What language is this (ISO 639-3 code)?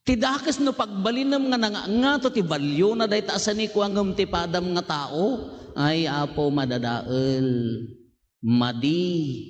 ilo